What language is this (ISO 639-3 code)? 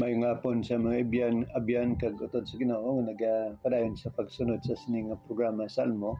hil